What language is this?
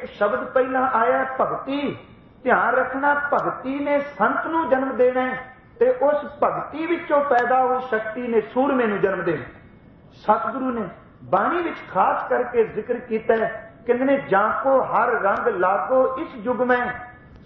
Punjabi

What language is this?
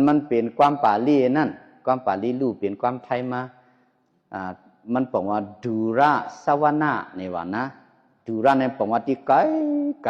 Shan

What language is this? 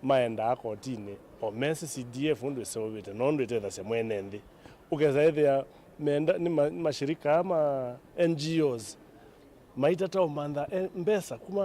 Kamba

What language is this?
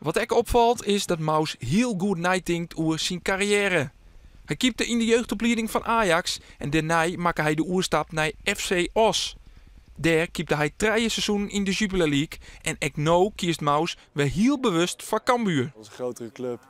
Western Frisian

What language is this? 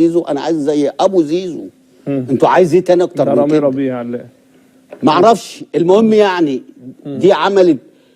Egyptian Arabic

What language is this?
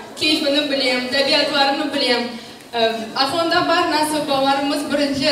Crimean Tatar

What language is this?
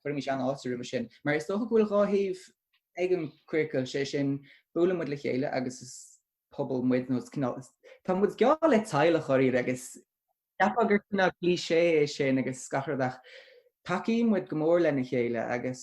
Irish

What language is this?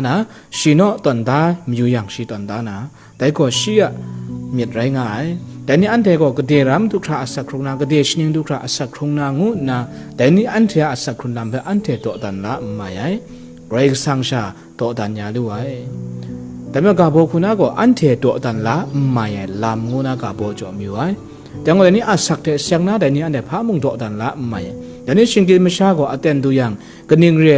Kachin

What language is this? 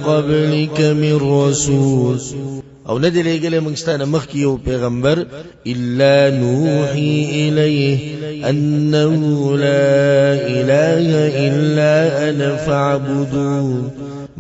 Pashto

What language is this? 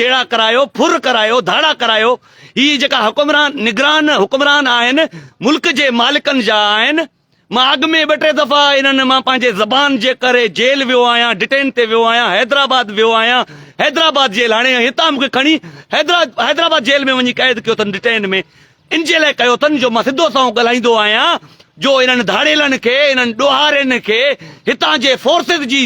Sindhi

